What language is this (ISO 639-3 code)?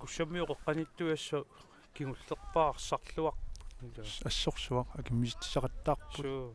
kal